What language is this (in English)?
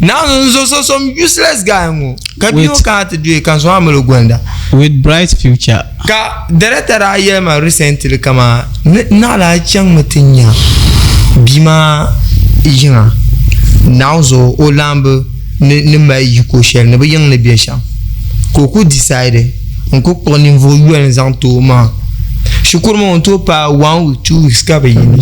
Dagbani